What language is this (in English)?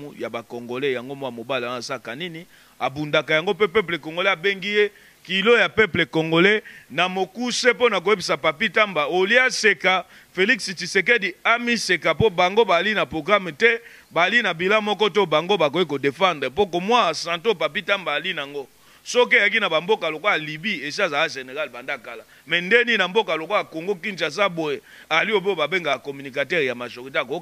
Lingala